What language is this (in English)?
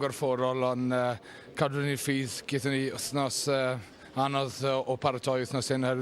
Welsh